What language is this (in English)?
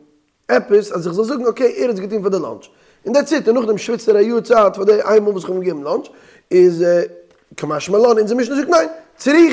Yiddish